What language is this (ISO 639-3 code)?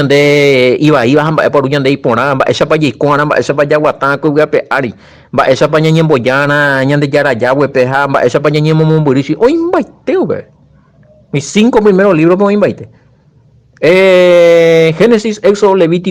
grn